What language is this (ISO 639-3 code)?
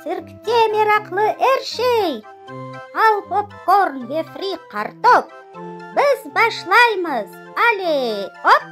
crh